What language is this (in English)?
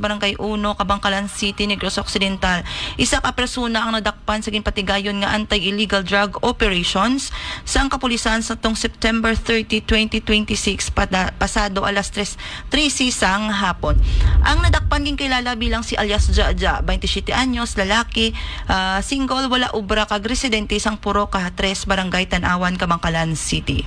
Hiligaynon